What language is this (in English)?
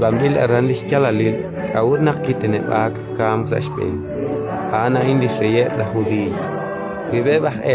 Kekchí